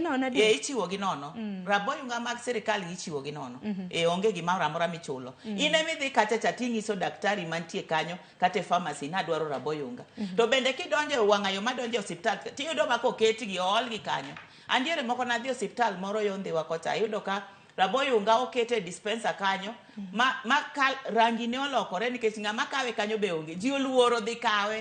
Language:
Luo (Kenya and Tanzania)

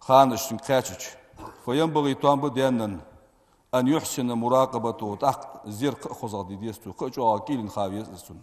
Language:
Ingush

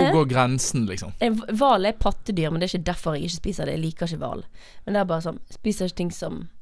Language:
Norwegian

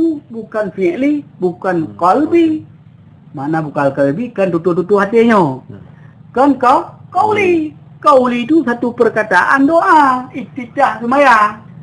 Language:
Achinese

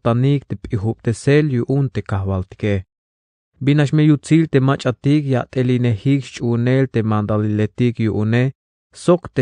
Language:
Tzeltal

